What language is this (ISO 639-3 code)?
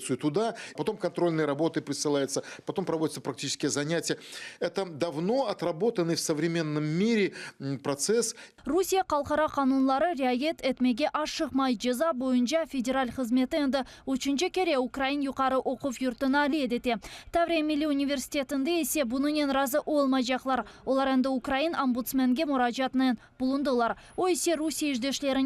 crh